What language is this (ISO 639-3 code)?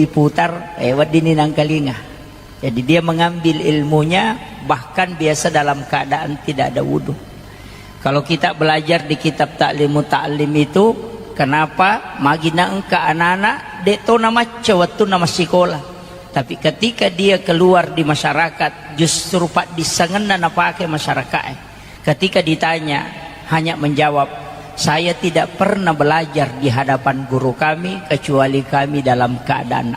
bug